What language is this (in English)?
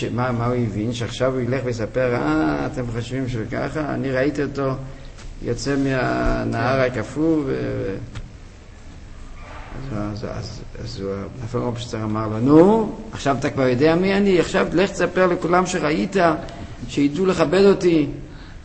Hebrew